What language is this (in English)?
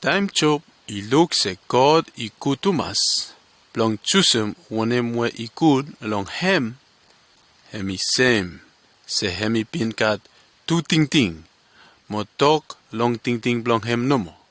Bislama